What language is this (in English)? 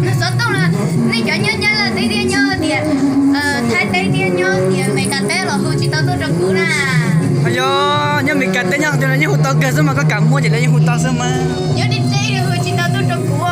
Hmong